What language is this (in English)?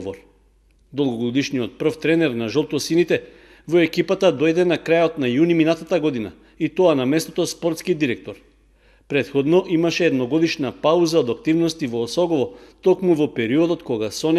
Macedonian